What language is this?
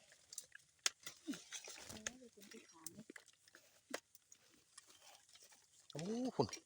Lao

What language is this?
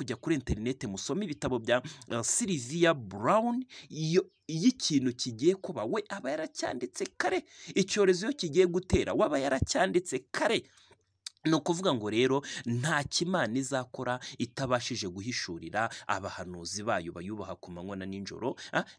Kinyarwanda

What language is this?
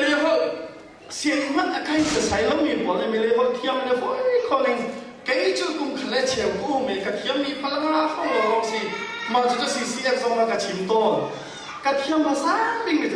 Hakha Chin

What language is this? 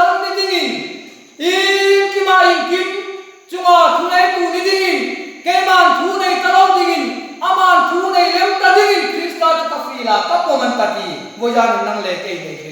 Hmar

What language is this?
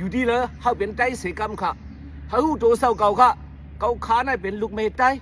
Shan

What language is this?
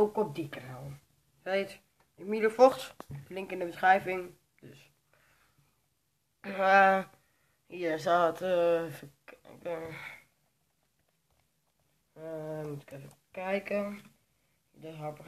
Dutch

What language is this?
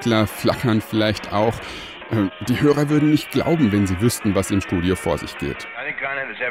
German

